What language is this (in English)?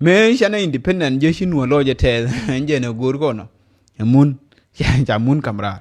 Nuer